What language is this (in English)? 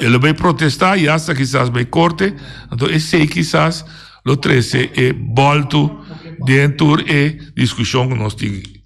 Papiamento